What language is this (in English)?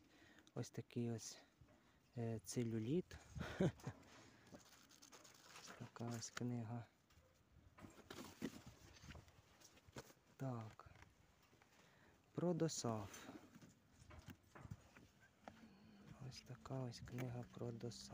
Ukrainian